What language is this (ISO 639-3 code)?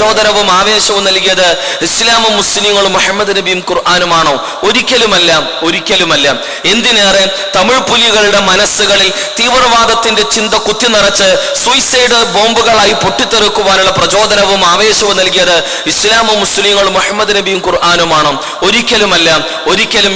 mal